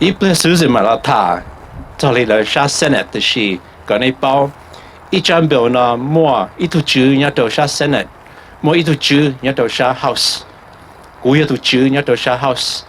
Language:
Hmong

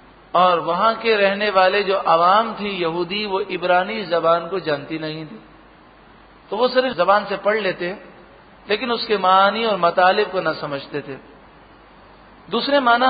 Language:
Urdu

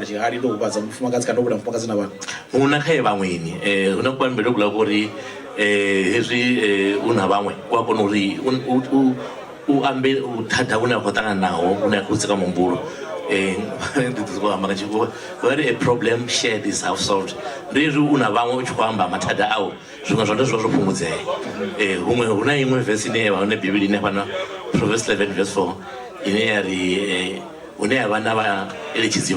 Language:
Venda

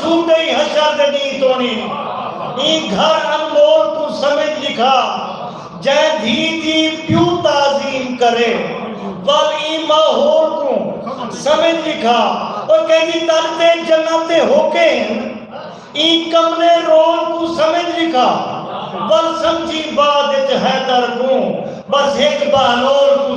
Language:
Saraiki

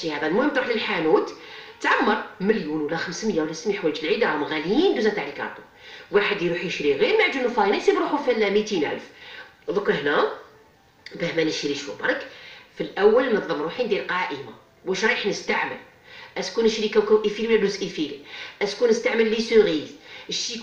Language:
Algerian Arabic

